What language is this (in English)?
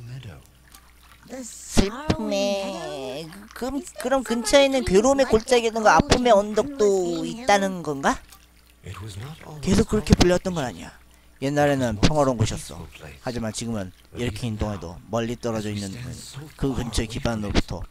Korean